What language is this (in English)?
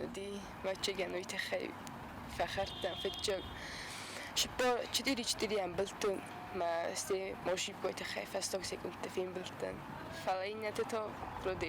Ossetic